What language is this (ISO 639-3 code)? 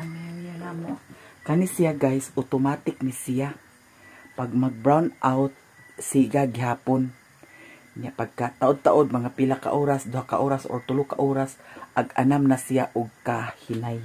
ceb